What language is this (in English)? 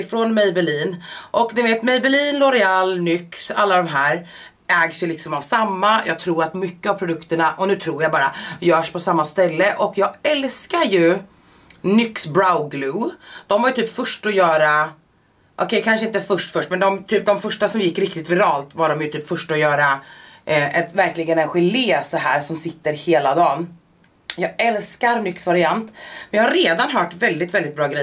Swedish